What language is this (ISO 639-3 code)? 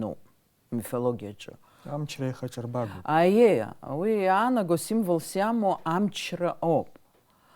abk